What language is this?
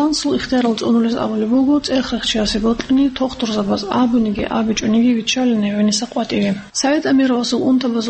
Avaric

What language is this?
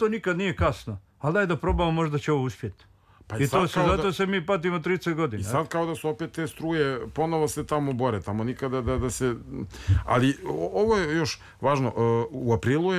Serbian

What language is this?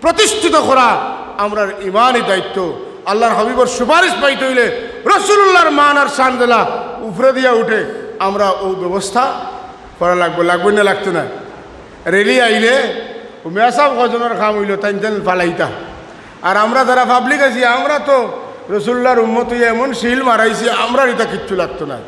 Sylheti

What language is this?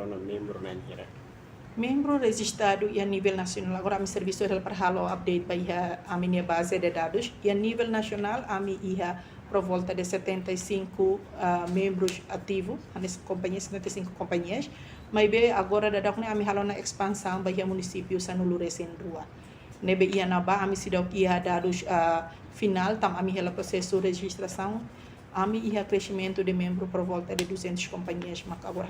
Tetum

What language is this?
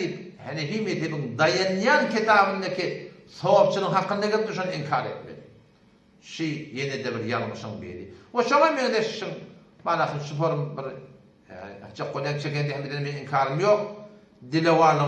Turkmen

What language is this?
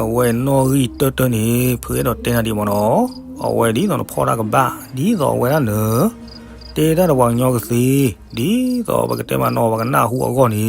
S'gaw Karen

